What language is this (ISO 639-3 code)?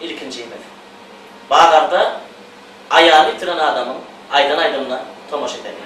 tuk